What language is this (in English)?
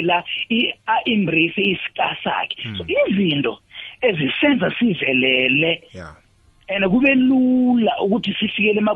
South Ndebele